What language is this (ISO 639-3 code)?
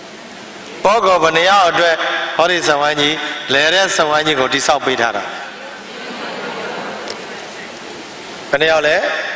mya